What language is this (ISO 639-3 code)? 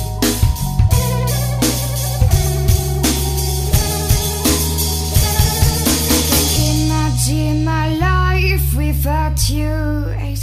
fra